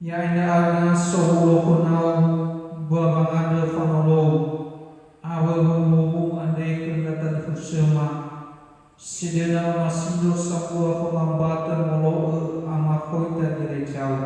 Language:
Nias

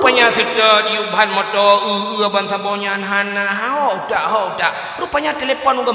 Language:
Achinese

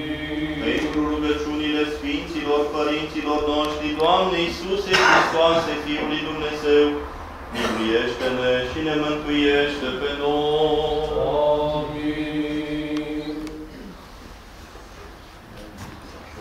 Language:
Romanian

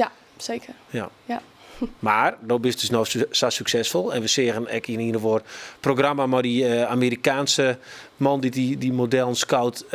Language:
Western Frisian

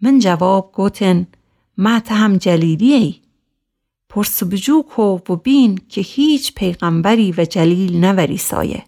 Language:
Gilaki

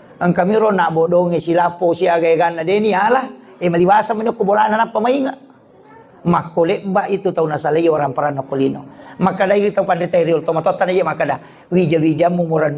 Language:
Buginese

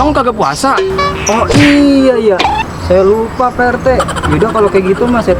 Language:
Betawi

